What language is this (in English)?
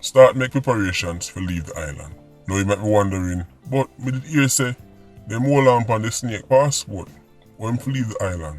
Jamaican Creole English